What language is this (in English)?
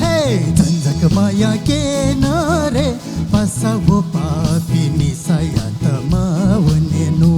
Newari